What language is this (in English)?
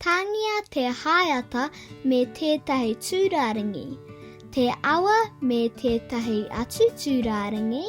Māori